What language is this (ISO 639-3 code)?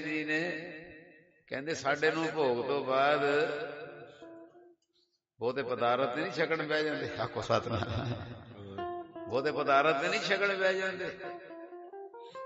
pan